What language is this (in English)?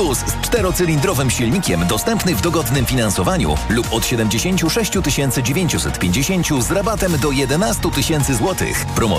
Polish